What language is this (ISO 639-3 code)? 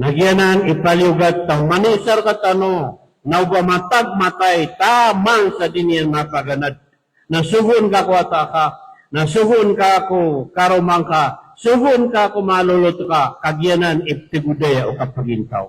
mrw